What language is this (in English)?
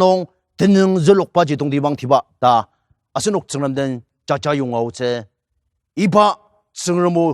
Ao Naga